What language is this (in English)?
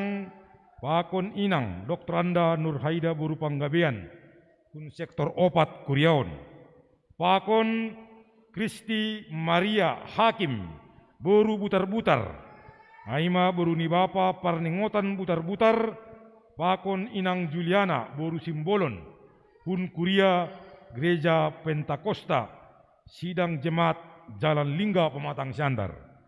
Batak Simalungun